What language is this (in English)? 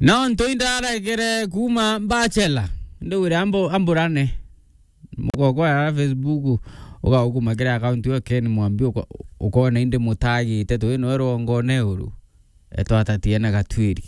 Meru